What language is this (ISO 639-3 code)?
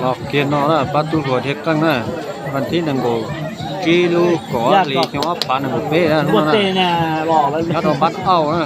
hmn